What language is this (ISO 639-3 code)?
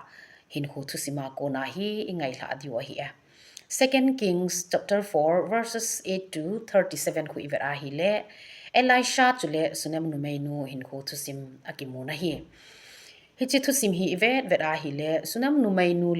tcz